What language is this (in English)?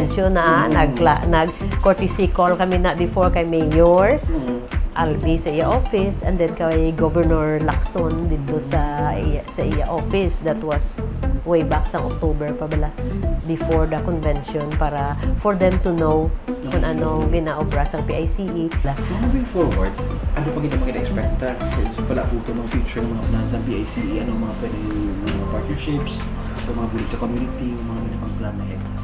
Hiligaynon